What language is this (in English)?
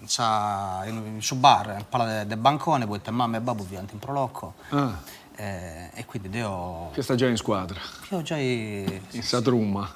Sardinian